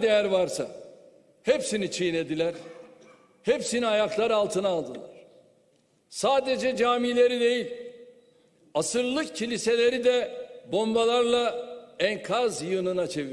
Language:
Turkish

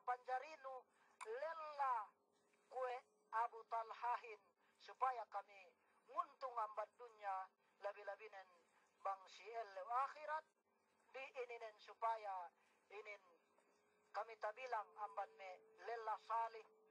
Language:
Yakan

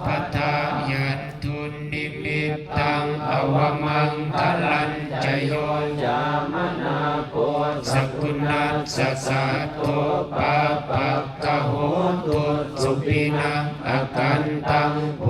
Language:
Pali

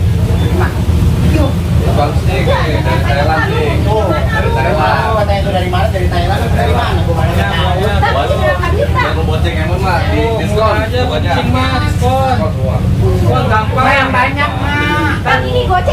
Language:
Betawi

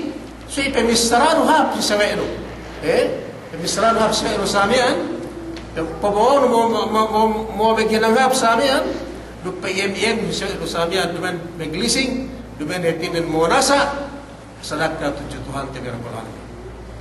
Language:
Yakan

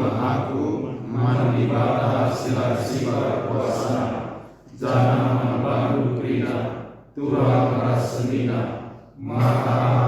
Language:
Batak Karo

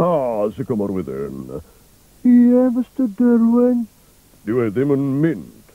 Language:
Welsh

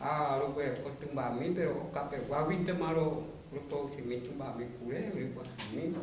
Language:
Guarani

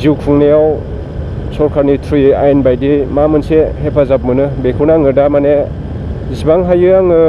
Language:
Bodo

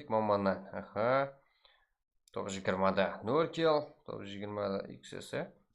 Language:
Kara-Kalpak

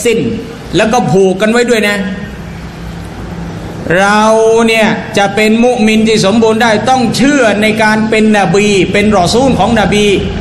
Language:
Thai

